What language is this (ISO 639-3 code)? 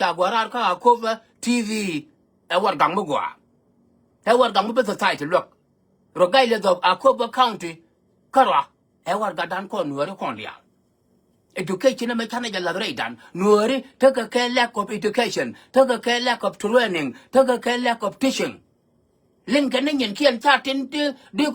nus